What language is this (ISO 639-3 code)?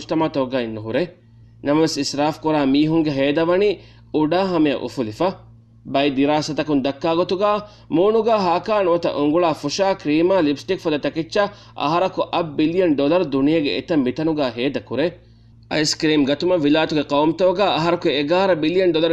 div